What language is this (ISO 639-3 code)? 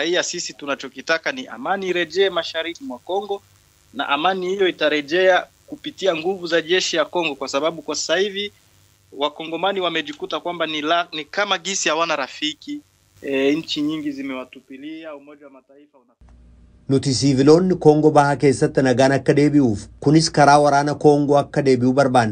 orm